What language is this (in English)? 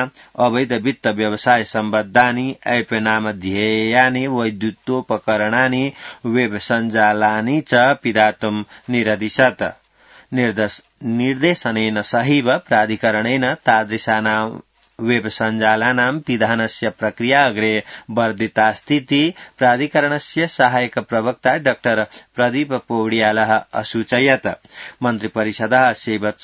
Sanskrit